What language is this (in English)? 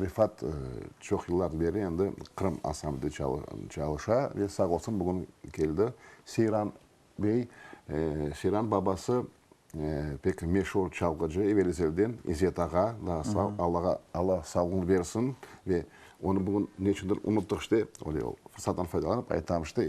Crimean Tatar